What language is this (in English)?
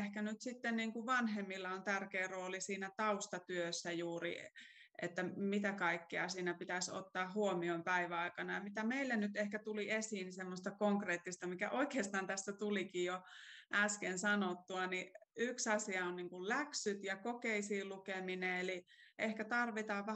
Finnish